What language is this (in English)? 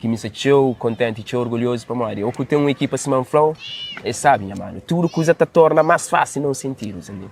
Kabuverdianu